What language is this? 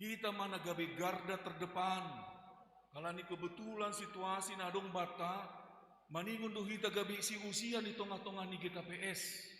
Batak Simalungun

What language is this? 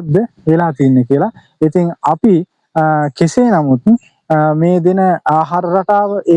Sinhala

